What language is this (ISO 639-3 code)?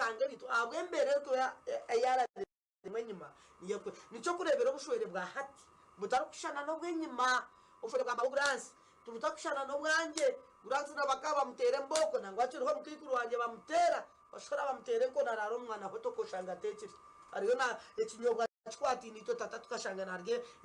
nyn